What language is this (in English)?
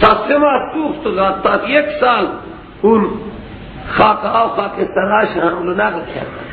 Persian